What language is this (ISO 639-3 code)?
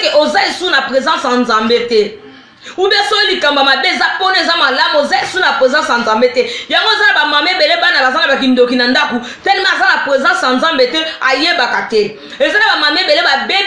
lin